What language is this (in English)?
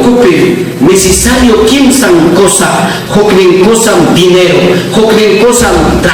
Ayacucho Quechua